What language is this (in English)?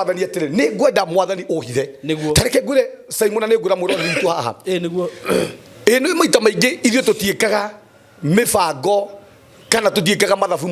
Kikuyu